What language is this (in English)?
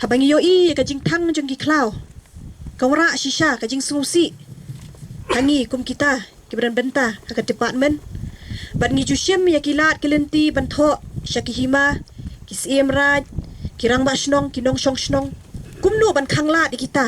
Khasi